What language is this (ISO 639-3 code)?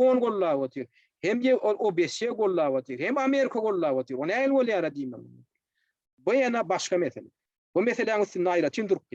tuk